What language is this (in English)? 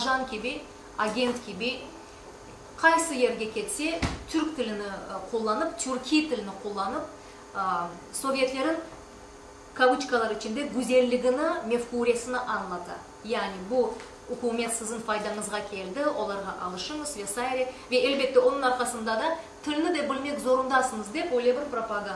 Crimean Tatar